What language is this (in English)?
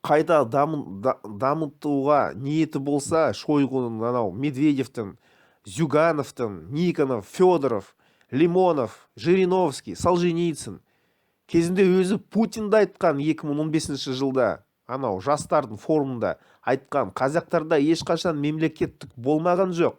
Kazakh